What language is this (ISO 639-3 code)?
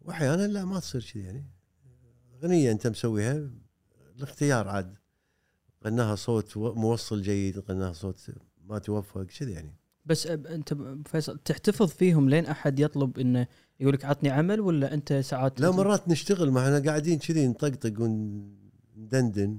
afb